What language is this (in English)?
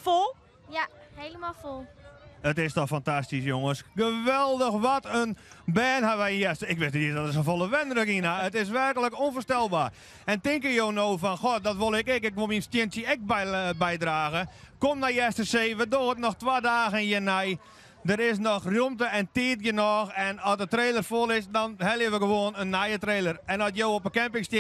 Western Frisian